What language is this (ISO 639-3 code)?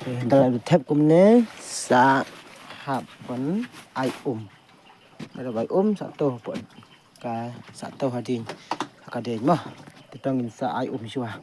kha